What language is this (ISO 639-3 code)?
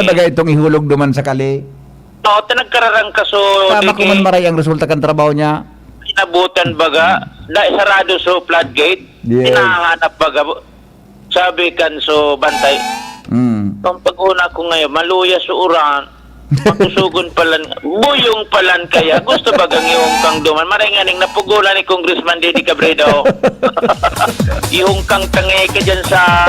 bik